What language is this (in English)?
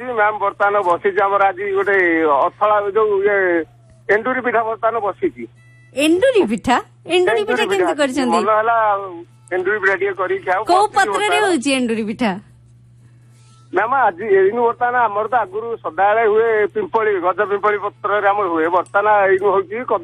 Odia